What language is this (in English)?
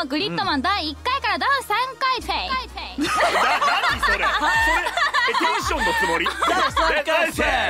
Japanese